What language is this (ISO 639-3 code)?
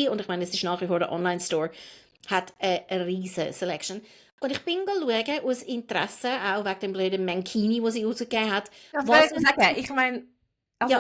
gsw